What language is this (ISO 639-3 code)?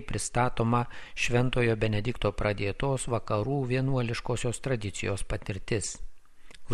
lit